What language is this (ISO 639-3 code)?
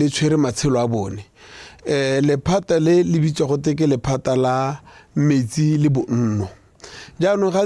tsn